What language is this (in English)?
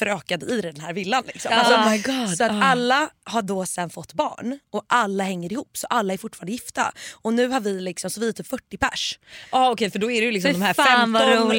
Swedish